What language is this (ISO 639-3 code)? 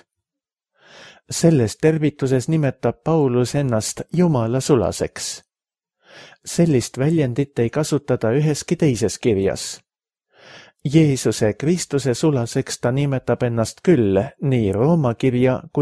est